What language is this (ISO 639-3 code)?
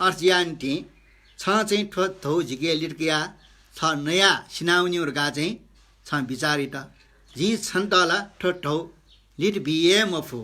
new